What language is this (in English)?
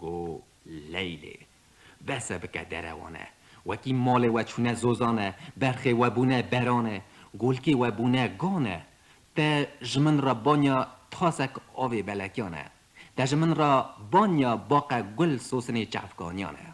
Kurdish